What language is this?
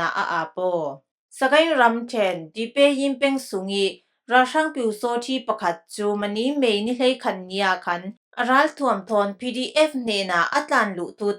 Falam Chin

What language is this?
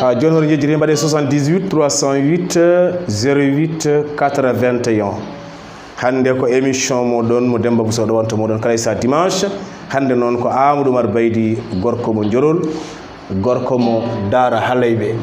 Fula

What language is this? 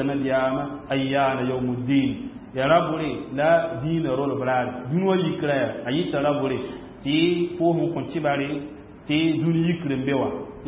Mossi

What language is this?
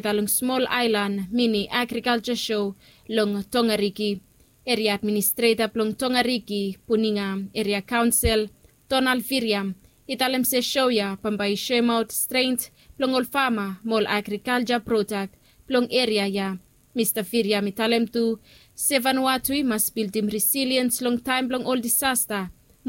Bislama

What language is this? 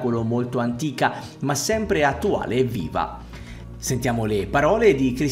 Italian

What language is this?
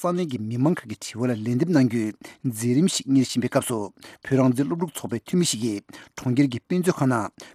Tibetan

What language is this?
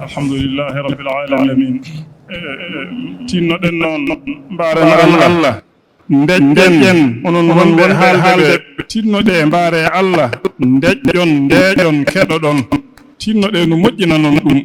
Fula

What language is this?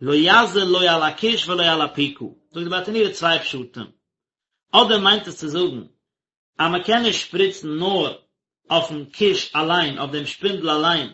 Yiddish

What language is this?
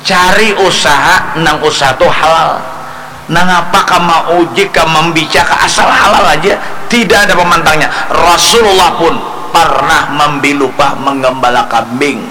Banjar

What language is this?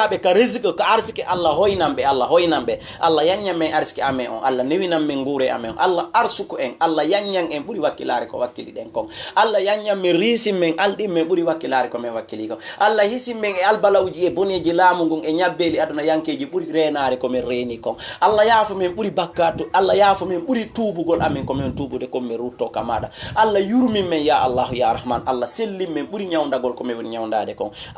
Fula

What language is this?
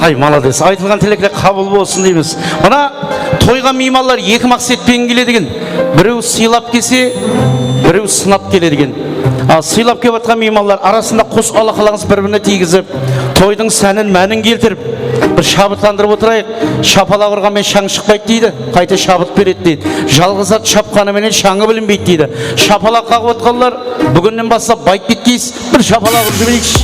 Kara-Kalpak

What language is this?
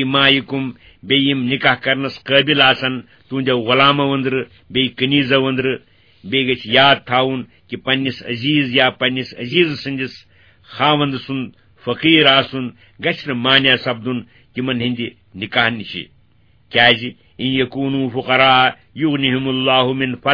Kashmiri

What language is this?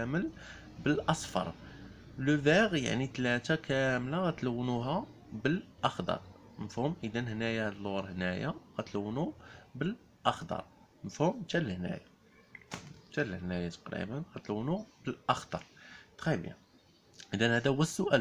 Moroccan Arabic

